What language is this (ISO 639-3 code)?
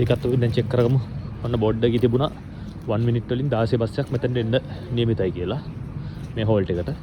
sin